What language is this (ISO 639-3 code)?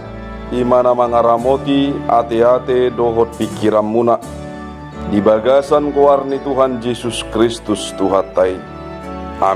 bbc